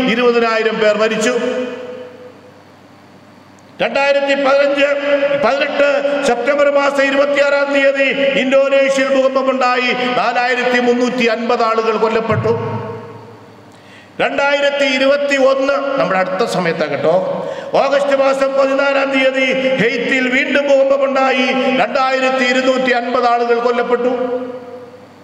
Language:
Malayalam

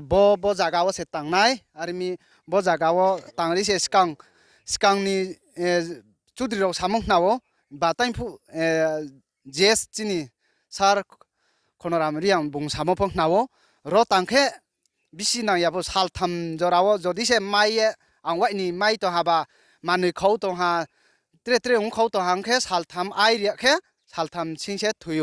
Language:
Riang (India)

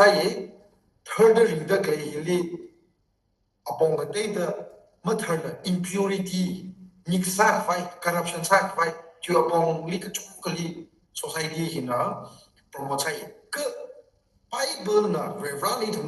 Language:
Tangkhul Naga (India)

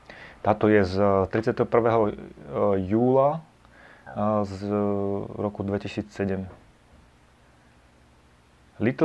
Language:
Slovak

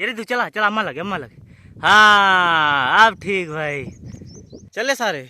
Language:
Bhojpuri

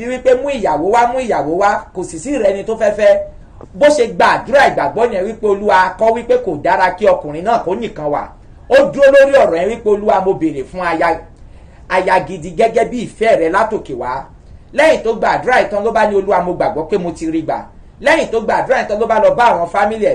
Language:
Yoruba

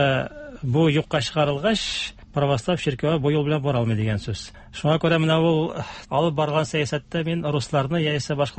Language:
Tatar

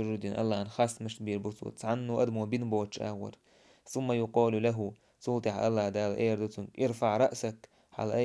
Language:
Chechen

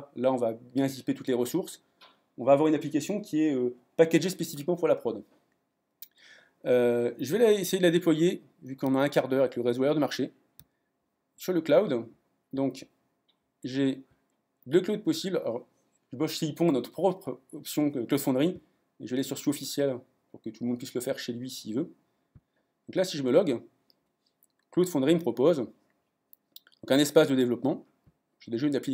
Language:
French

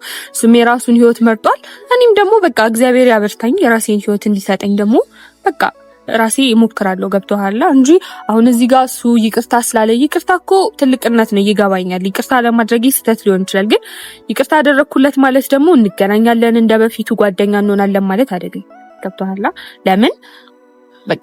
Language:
Amharic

